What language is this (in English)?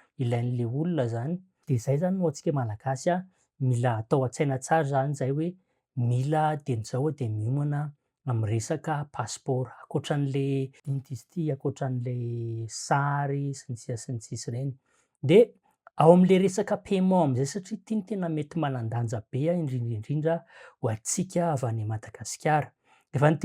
Malagasy